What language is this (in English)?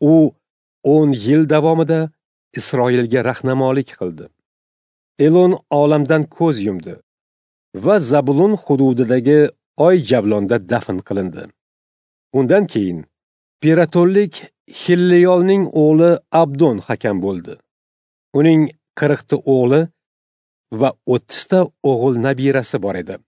Uzbek